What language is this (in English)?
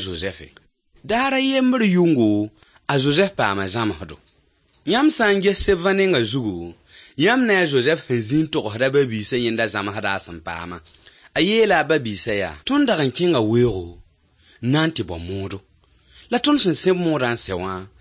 Mossi